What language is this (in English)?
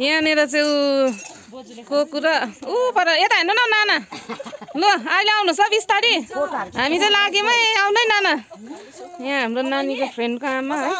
Nepali